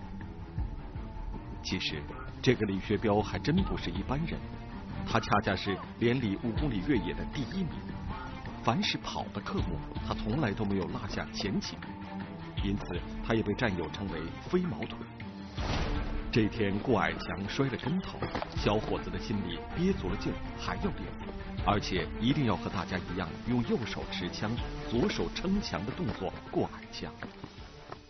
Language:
Chinese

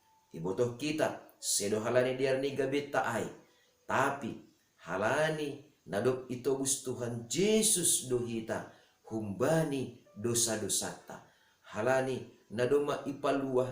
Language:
Batak Simalungun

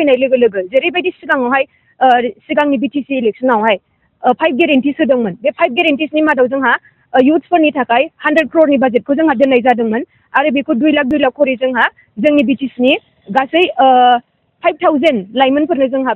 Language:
Bodo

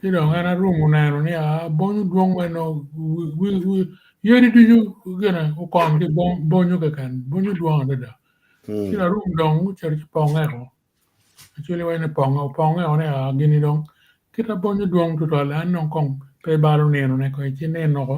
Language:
Acoli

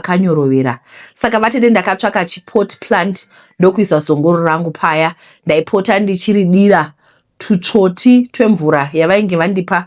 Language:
Shona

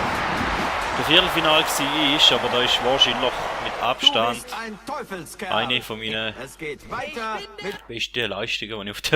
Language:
Swiss German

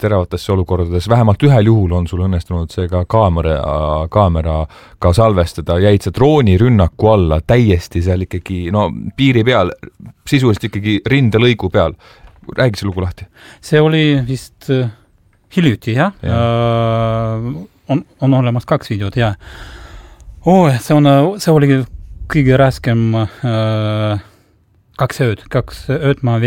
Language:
Estonian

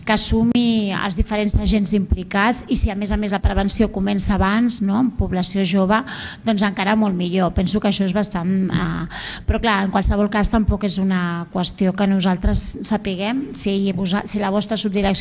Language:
Catalan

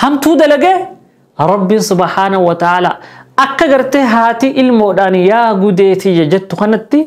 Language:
Oromo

